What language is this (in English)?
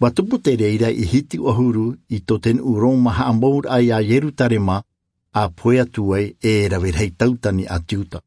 Tahitian